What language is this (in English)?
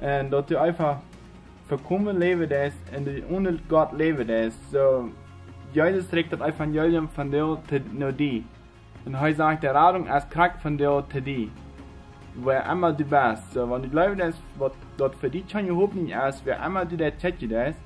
Plautdietsch